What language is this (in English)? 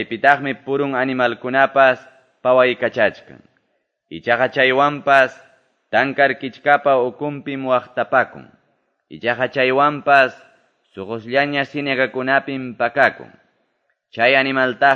Quechua